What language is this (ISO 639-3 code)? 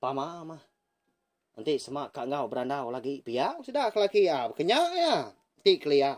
iba